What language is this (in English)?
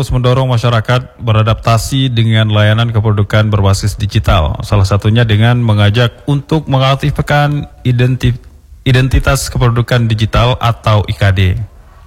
Indonesian